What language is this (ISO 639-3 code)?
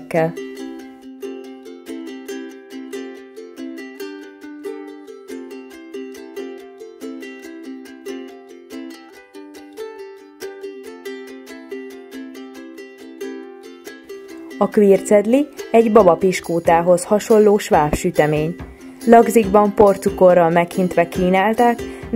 hun